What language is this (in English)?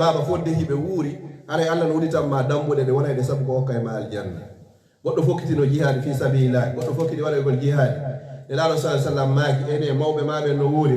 Fula